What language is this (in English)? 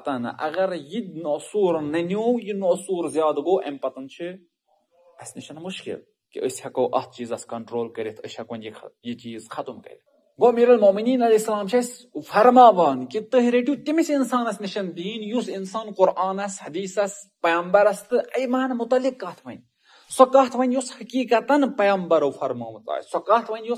Kashmiri